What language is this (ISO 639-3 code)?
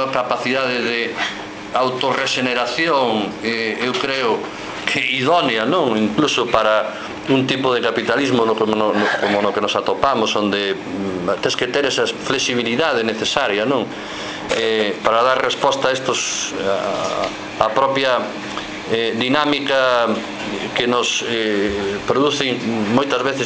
glg